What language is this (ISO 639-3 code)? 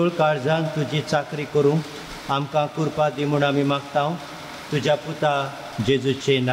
kok